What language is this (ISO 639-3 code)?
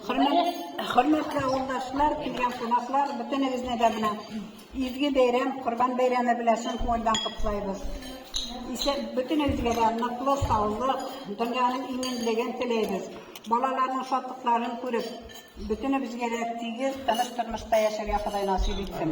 tat